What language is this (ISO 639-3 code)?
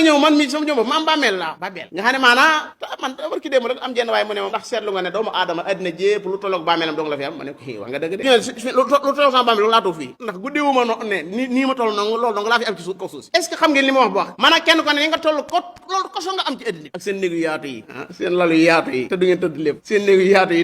wol